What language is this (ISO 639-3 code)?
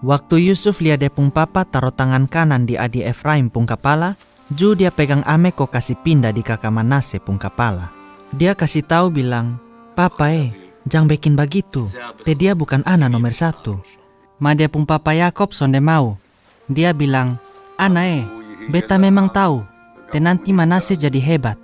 mkn